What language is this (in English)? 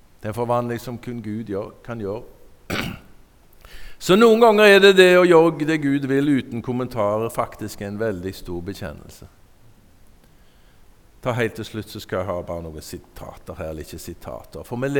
Norwegian